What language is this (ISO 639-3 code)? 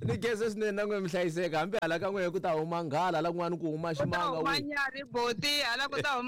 tso